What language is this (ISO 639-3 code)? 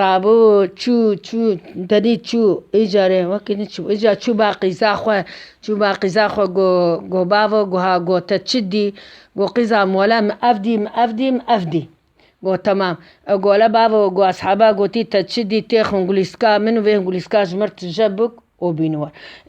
kur